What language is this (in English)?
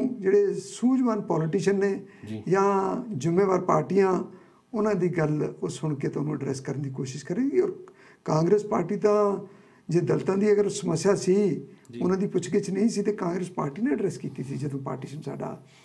Punjabi